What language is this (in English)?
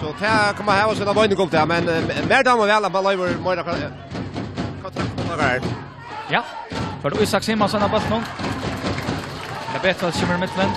Faroese